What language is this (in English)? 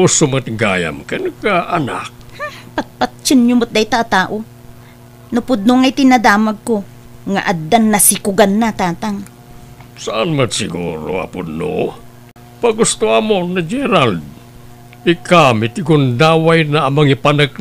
Iloko